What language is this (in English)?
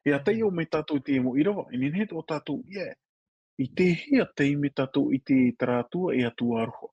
Tahitian